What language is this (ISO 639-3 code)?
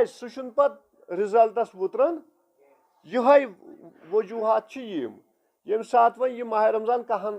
kas